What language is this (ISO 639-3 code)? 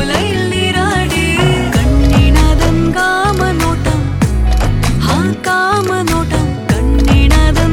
mal